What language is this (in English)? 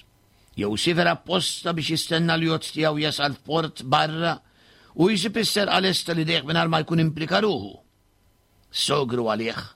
Maltese